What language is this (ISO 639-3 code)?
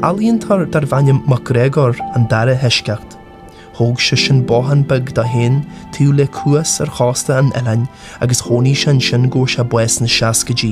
gle